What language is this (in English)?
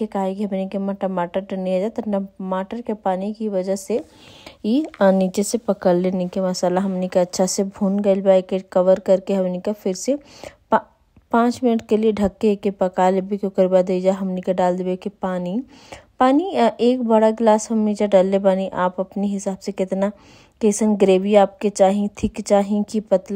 Bhojpuri